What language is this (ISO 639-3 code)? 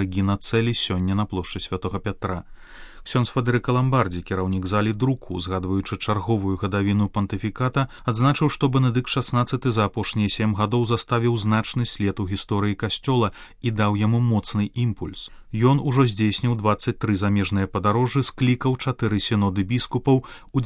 bel